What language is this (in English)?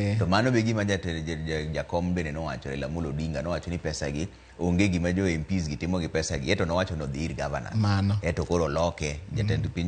Luo (Kenya and Tanzania)